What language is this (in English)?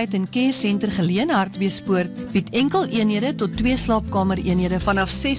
Afrikaans